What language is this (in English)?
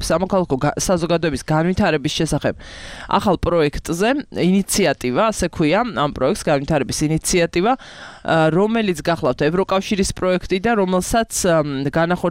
Georgian